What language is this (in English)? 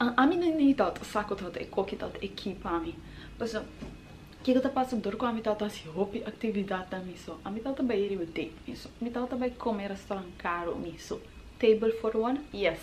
Papiamento